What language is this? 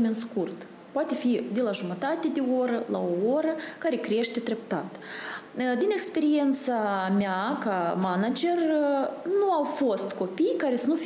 Romanian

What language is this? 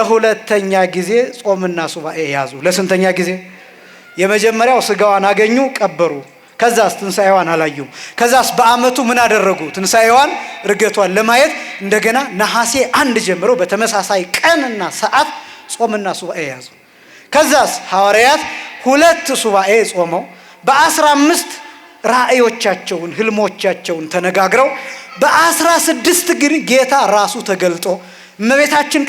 Amharic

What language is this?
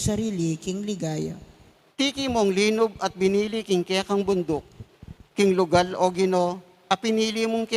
Pampanga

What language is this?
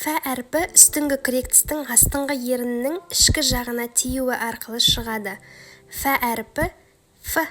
Kazakh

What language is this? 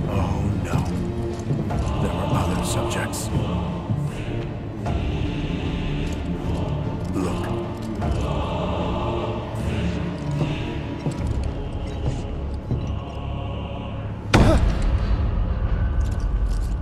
English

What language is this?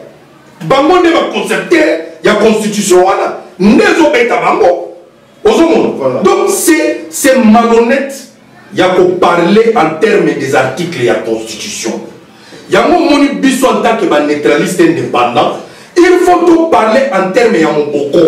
Lingala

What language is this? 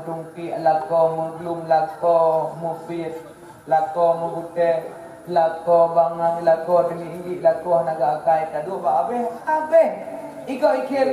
Achinese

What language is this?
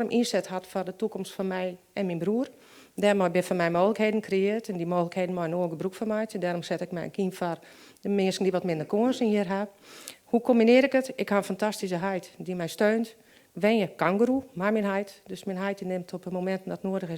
Western Frisian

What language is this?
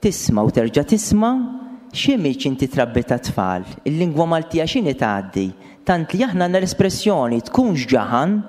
Maltese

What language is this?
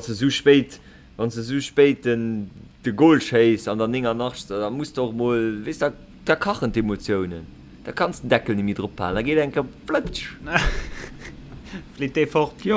Luxembourgish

